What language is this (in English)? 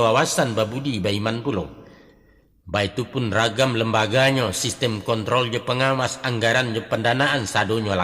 Minangkabau